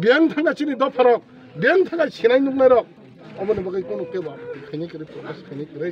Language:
Kok Borok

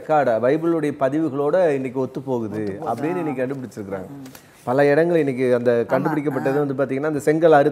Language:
Tamil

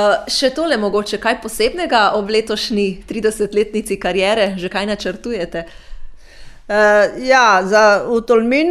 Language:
Slovenian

